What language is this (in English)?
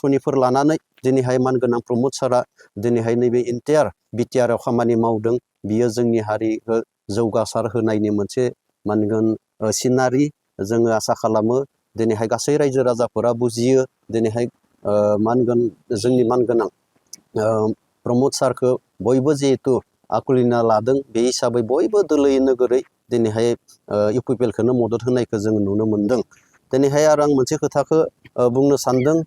Bodo